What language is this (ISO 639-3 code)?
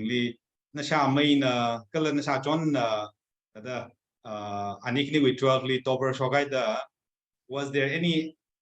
nmf